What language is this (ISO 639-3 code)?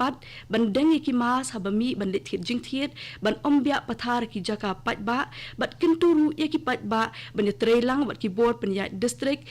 kha